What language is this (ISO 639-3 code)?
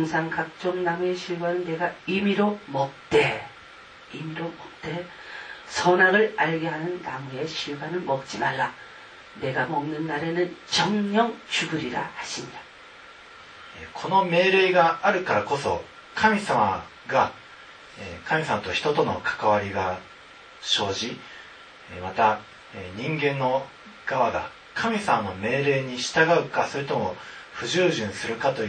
kor